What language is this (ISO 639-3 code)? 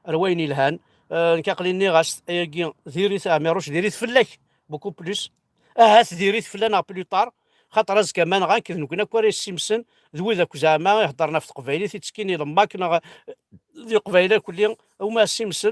kab